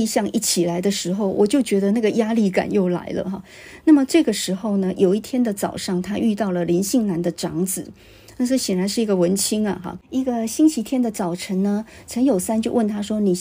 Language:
Chinese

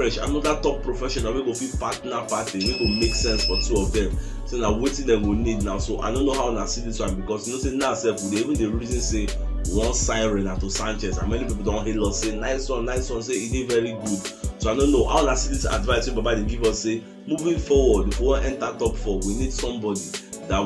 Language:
Nigerian Pidgin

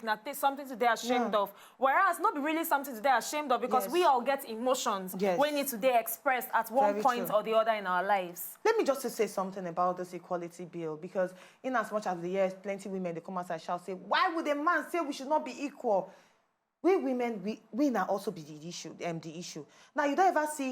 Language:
Nigerian Pidgin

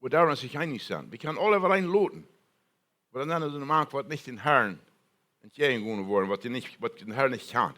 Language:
Plautdietsch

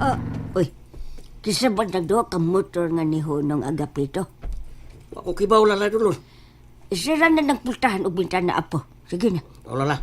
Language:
Cebuano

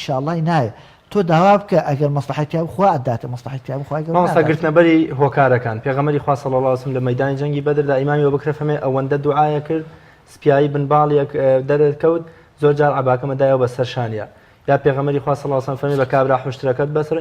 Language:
Central Kurdish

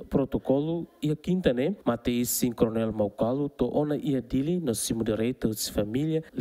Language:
Tetum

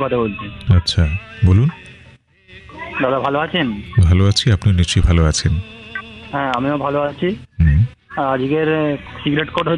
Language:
Bangla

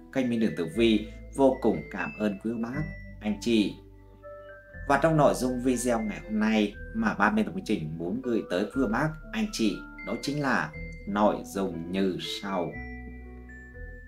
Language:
Vietnamese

